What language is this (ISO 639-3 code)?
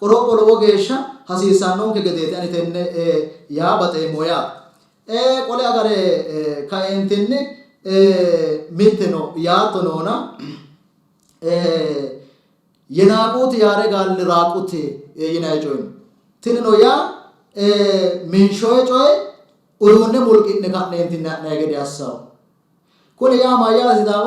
sid